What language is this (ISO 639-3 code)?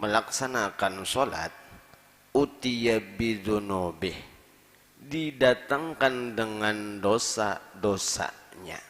bjn